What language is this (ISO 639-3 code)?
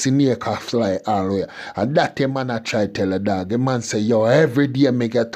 jam